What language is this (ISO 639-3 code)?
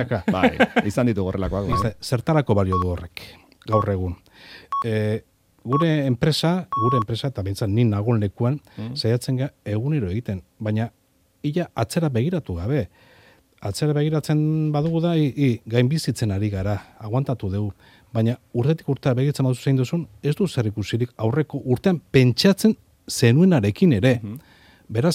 eus